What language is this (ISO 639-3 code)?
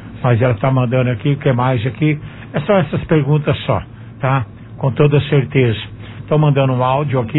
por